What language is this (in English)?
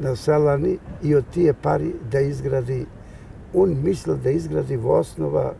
Macedonian